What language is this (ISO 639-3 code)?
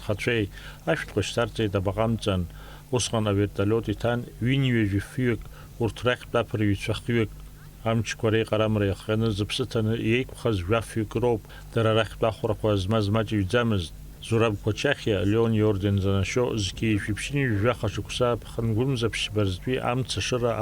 abk